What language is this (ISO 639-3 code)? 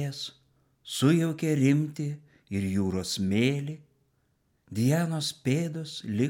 lit